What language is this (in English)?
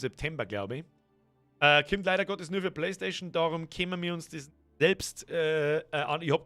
Bavarian